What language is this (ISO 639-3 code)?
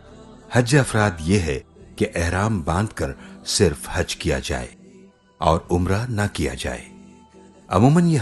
urd